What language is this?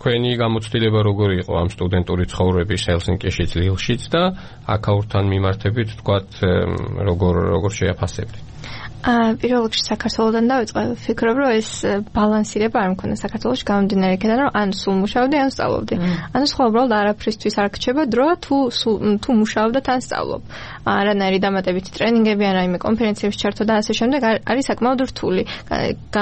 Georgian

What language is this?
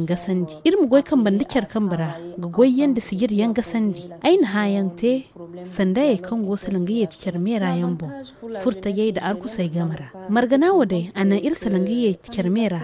Zarma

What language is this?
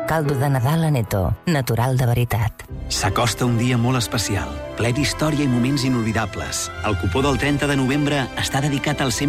Catalan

